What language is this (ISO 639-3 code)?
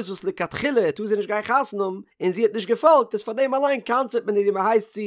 yid